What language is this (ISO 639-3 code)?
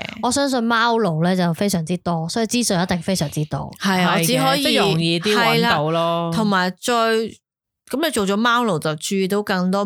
yue